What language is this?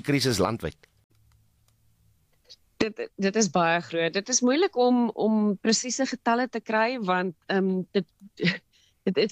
Afrikaans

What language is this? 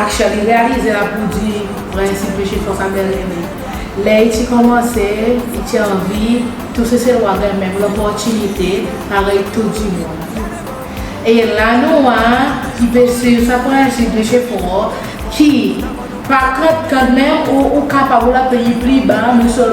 Seselwa Creole French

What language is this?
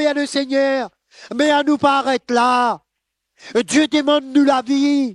Morisyen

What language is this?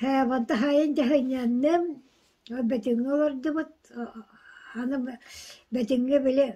Yakut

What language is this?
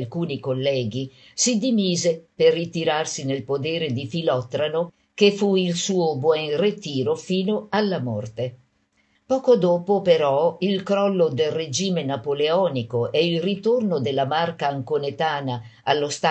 Italian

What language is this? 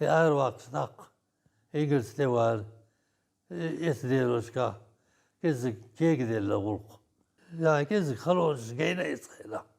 Chechen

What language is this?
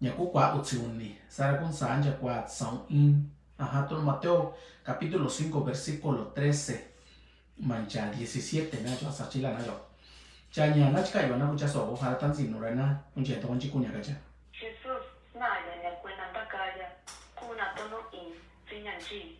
Mixtepec Mixtec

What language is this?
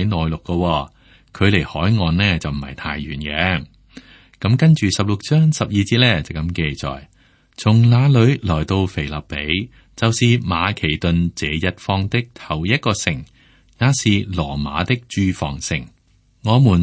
Cantonese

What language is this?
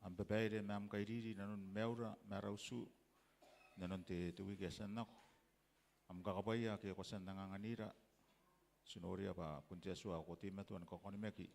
Gilbertese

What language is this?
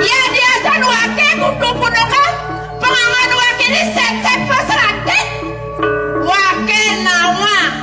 Balinese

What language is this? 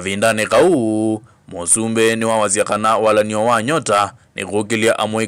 Kamba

